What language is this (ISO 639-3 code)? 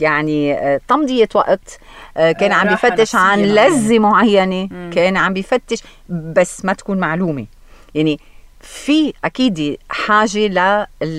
apc